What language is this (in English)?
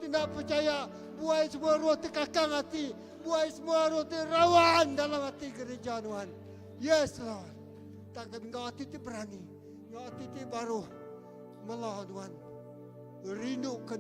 Iban